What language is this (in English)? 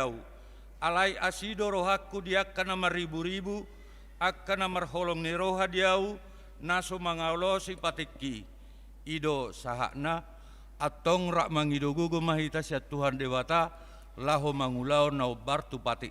Batak Toba